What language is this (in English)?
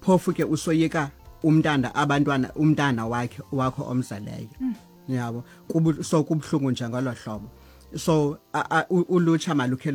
Xhosa